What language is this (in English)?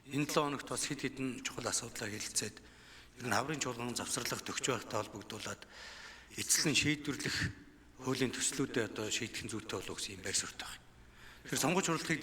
Mongolian